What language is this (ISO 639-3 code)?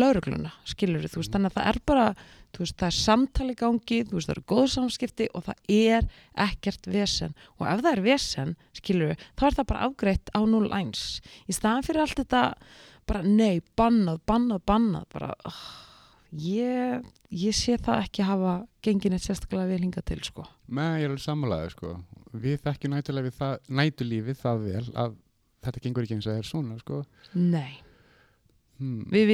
isl